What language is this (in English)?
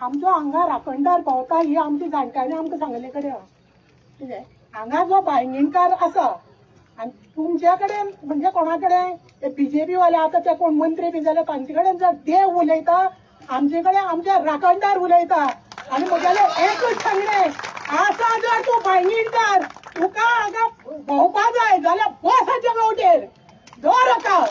Konkani